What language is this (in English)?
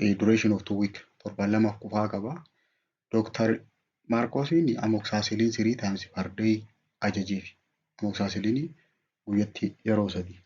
Oromo